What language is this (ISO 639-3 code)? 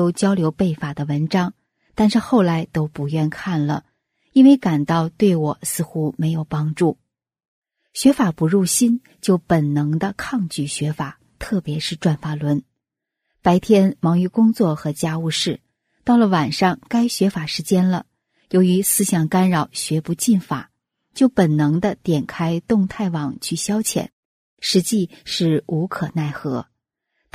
zho